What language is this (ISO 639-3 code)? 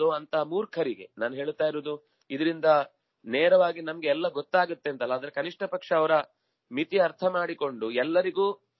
kan